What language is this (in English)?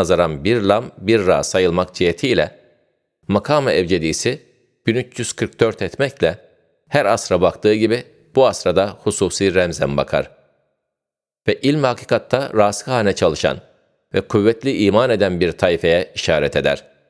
Turkish